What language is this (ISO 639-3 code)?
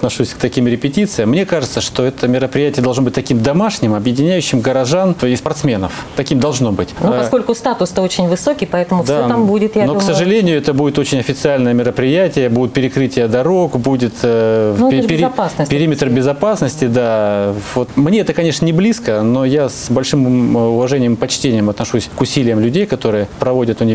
rus